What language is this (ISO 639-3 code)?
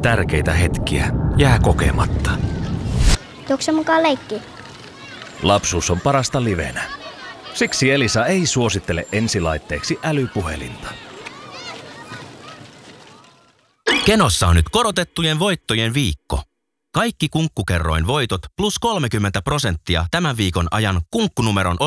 fin